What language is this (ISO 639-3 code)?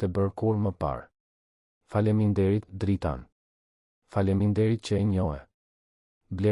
sqi